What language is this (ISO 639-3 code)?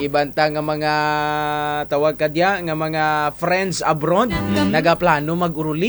krj